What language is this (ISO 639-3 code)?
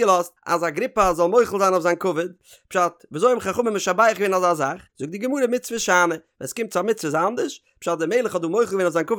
yid